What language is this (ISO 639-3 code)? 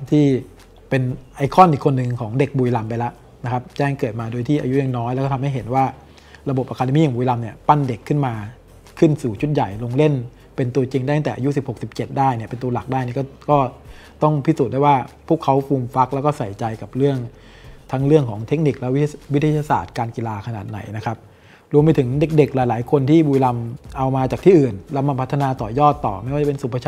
tha